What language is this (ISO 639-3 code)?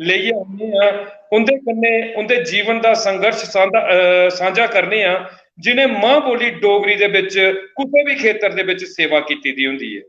doi